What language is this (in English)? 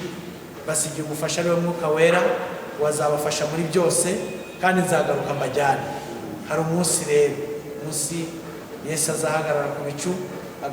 Kinyarwanda